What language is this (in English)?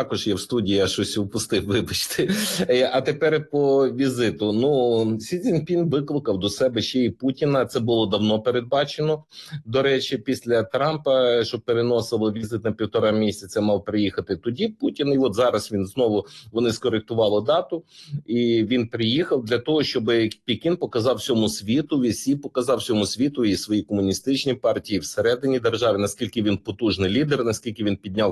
Ukrainian